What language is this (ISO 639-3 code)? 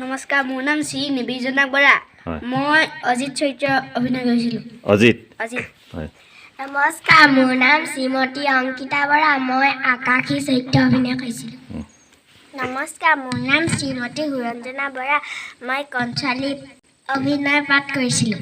asm